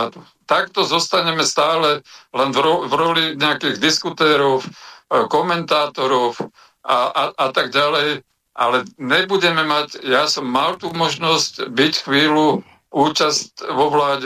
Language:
Slovak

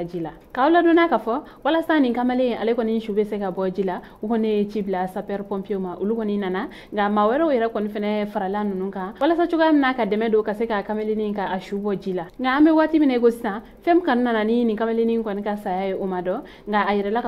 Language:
Bambara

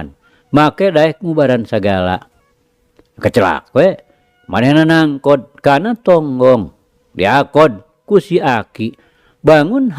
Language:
Sundanese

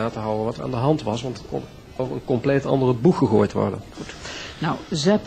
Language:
Dutch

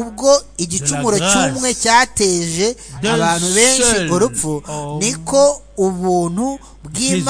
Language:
Kinyarwanda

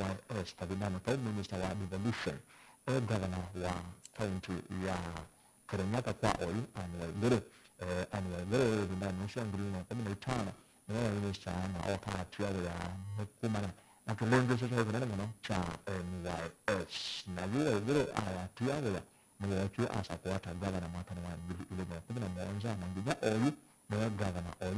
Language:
Kamba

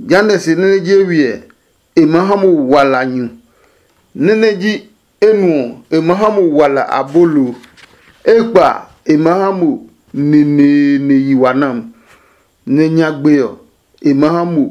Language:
Adangme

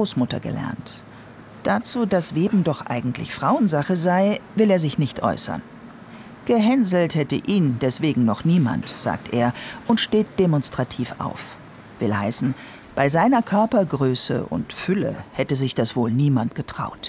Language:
German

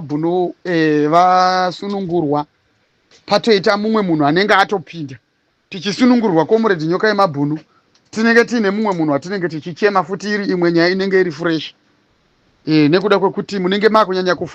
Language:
Shona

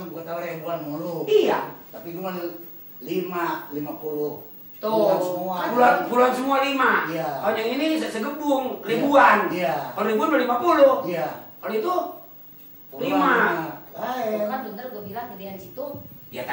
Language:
Betawi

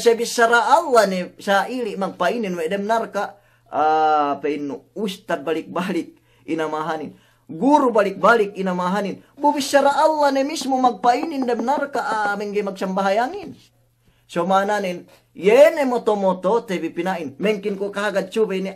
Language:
Yakan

